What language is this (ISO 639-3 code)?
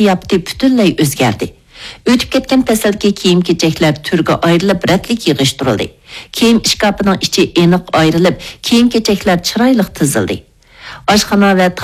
uig